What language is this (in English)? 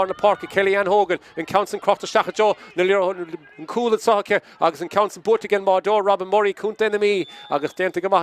Irish